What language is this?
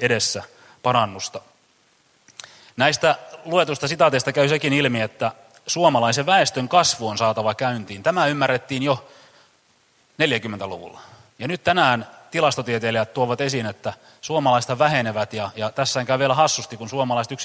Finnish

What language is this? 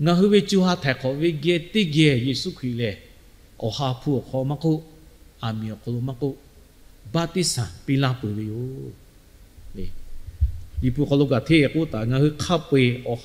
Lahu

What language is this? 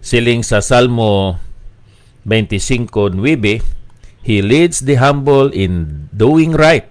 Hiligaynon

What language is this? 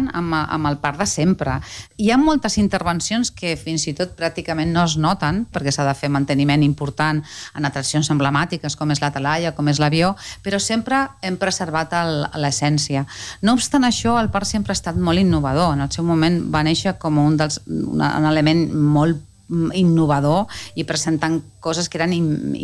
Catalan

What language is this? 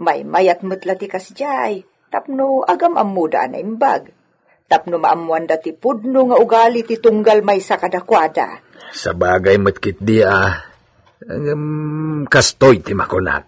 Iloko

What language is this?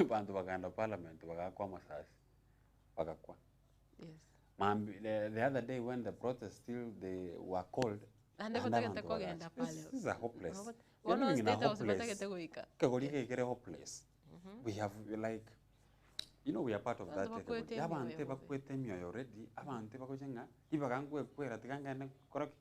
Gusii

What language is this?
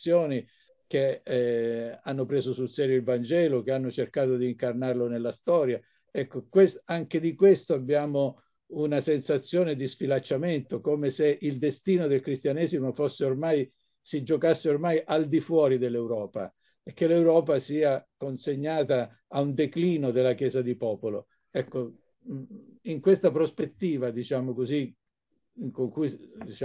Italian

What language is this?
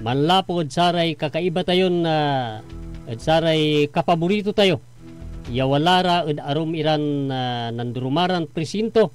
Pangasinan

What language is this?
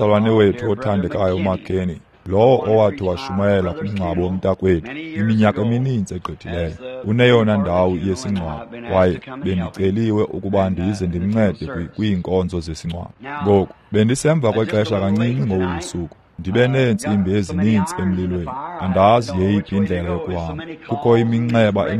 Xhosa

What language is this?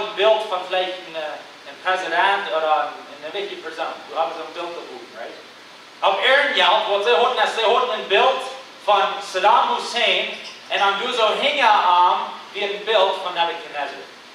Plautdietsch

